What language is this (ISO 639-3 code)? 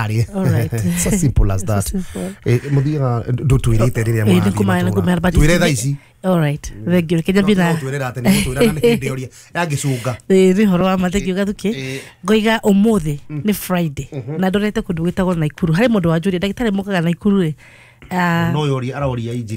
kik